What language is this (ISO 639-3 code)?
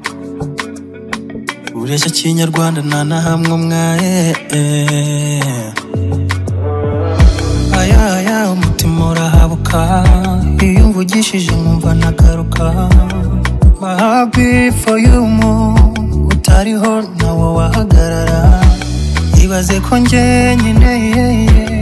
kin